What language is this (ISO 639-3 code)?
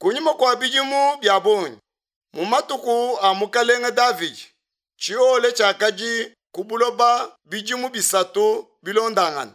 lua